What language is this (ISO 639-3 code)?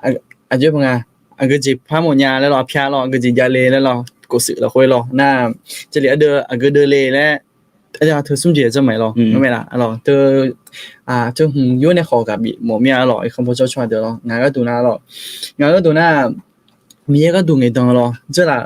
ahk